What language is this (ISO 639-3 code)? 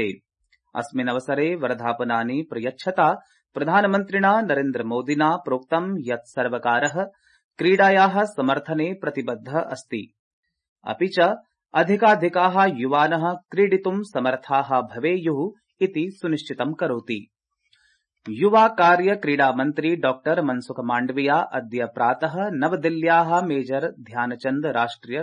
san